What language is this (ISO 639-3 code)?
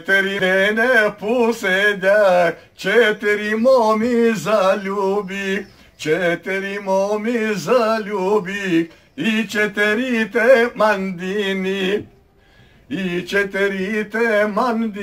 bos